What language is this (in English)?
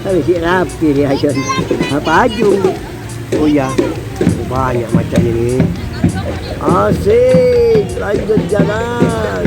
Madurese